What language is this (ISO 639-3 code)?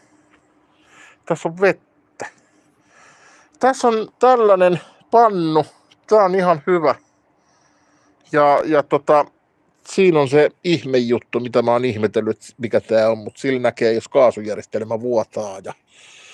fin